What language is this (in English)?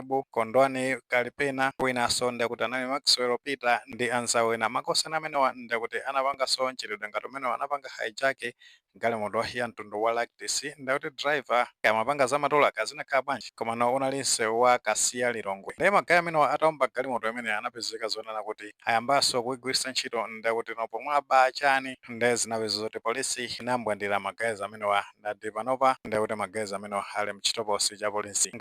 Nyanja